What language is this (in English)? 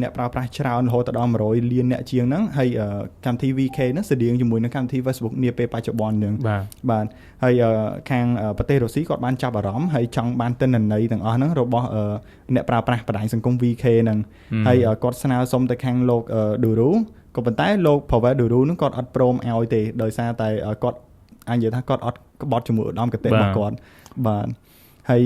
Khmer